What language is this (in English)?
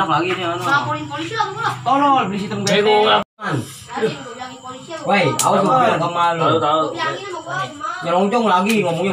Betawi